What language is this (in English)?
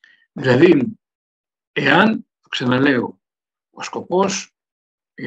Greek